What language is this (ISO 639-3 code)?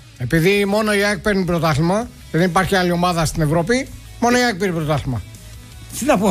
ell